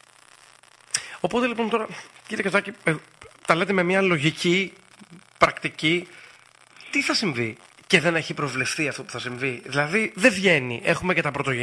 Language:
Greek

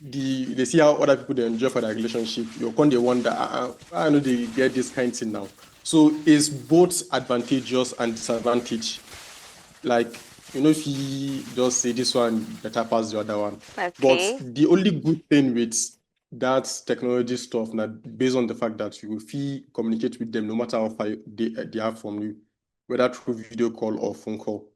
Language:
Nigerian Pidgin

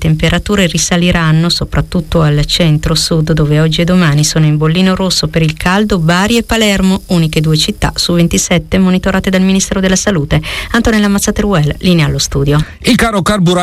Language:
Italian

